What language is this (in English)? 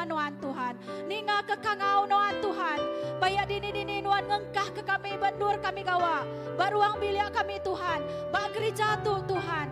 Iban